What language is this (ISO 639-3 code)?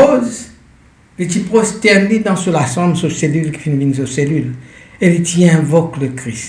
mfe